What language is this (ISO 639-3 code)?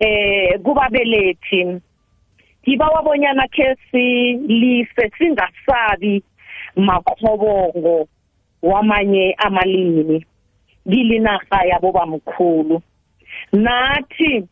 nbl